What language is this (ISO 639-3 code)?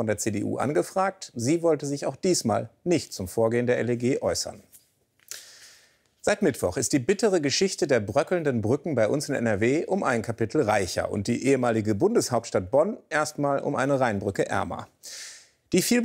deu